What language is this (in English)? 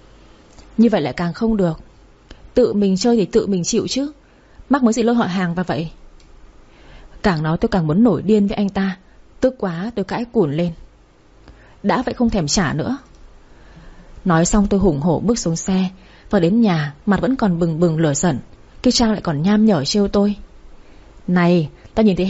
Vietnamese